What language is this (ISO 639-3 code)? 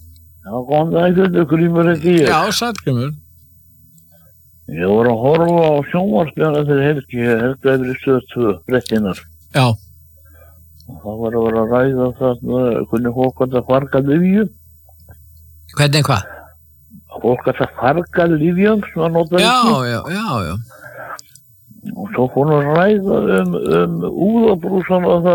isl